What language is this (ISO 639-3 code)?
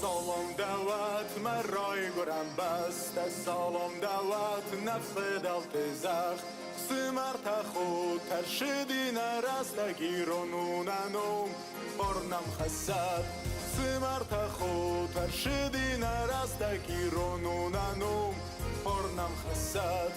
oss